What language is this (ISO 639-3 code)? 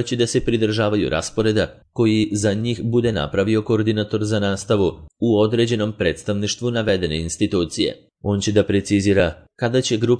srp